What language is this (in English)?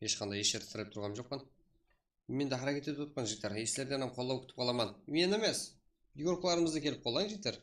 Kara-Kalpak